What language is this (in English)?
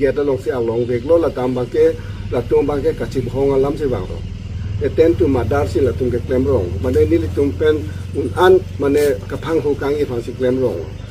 Karbi